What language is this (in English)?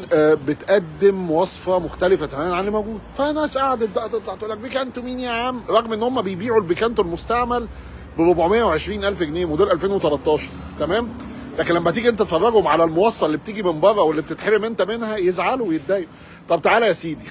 Egyptian Arabic